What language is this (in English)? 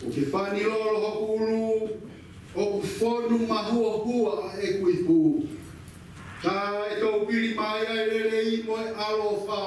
Tongan